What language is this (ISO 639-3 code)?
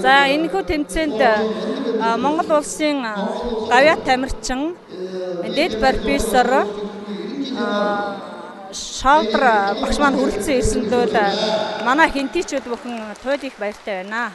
mon